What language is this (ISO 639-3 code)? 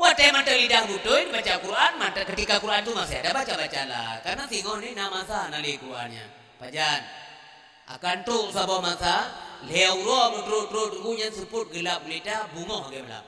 ace